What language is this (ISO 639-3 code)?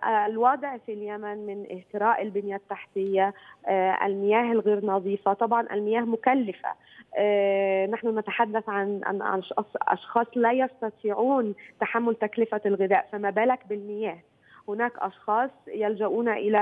ara